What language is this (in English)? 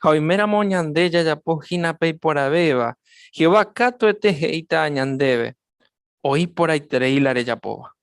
Guarani